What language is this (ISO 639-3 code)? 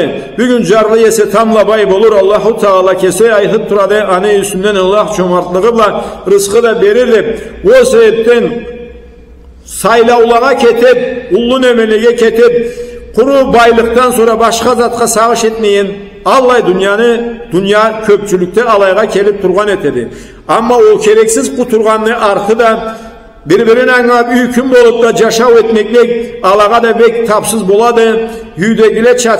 krc